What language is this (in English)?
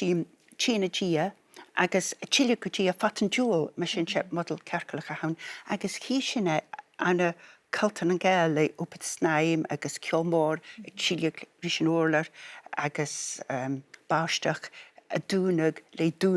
Scottish Gaelic